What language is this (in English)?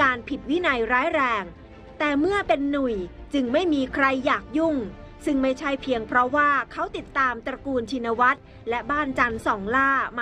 Thai